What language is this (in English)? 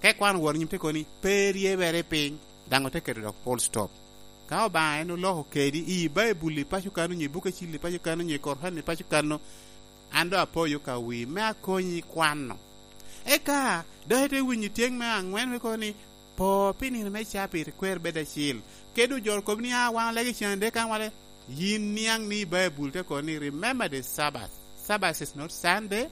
Lango (Uganda)